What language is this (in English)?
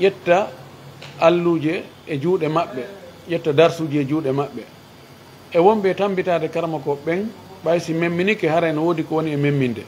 Fula